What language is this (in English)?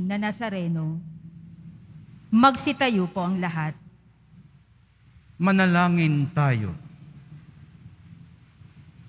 Filipino